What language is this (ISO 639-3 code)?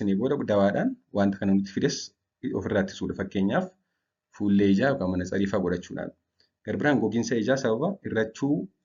orm